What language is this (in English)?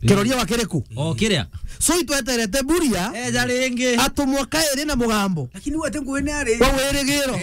Meru